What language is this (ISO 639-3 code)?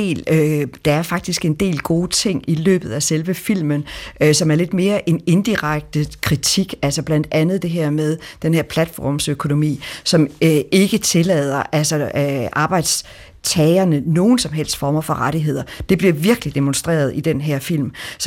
dan